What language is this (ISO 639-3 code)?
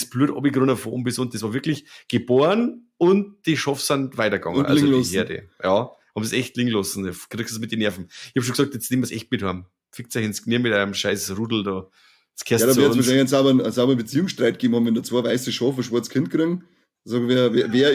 bar